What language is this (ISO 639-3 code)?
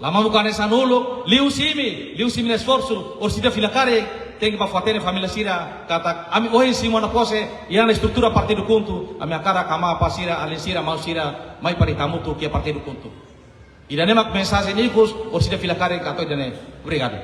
tet